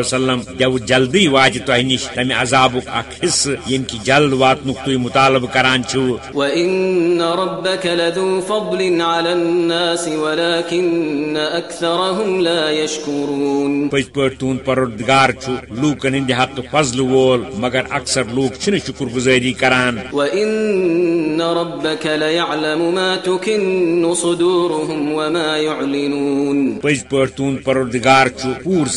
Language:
Kashmiri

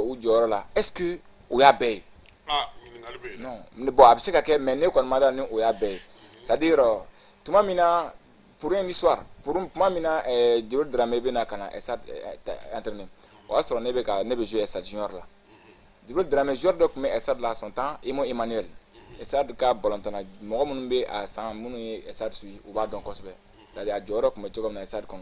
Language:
Bambara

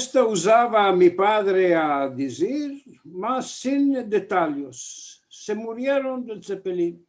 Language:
Ladino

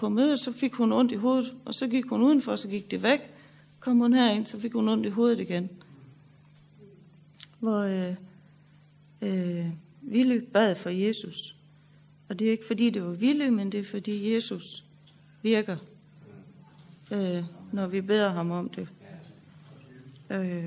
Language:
Danish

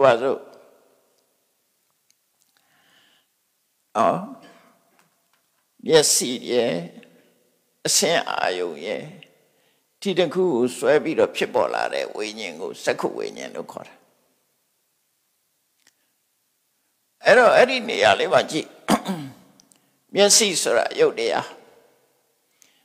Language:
Burmese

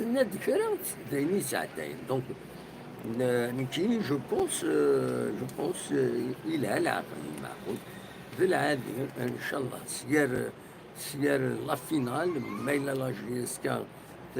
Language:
Kabyle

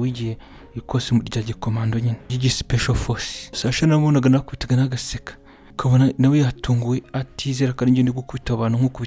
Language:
Kinyarwanda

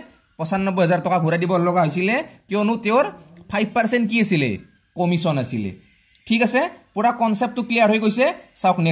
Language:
Assamese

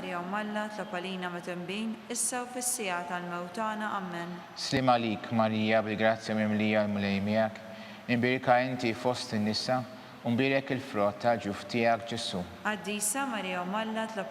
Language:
Maltese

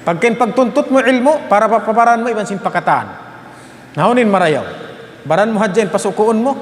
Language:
Tausug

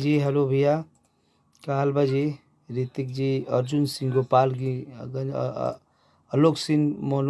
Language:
Bhojpuri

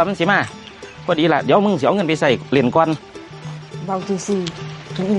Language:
Northeastern Thai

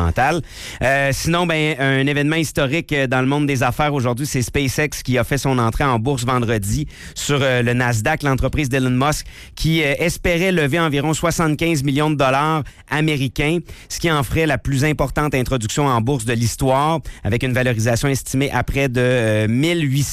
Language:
French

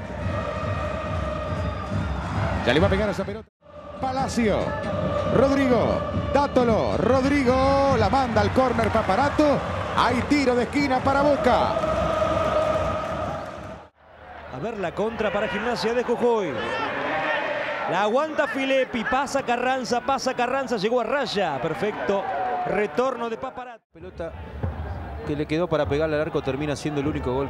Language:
Spanish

